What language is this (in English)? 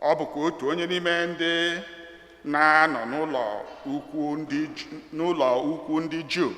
Igbo